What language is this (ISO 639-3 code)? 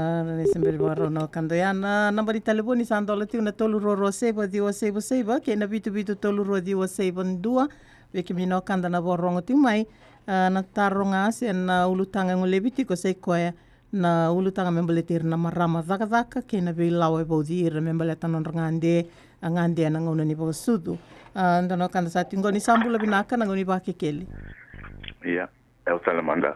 fij